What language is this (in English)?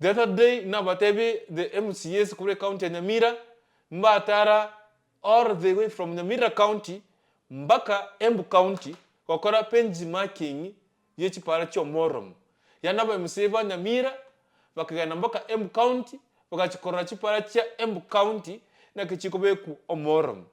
Gusii